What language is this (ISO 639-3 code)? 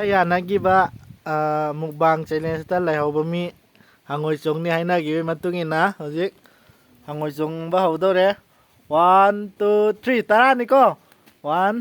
mni